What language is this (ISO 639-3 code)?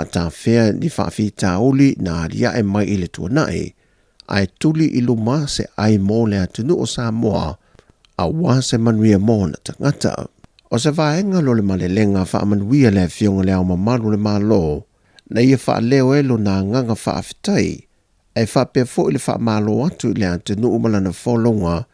smo